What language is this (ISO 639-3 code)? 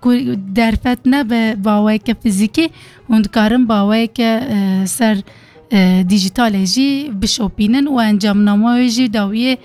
kur